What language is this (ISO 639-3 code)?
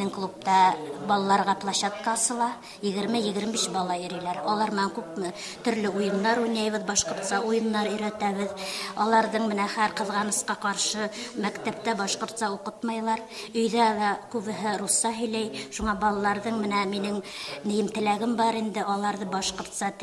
bak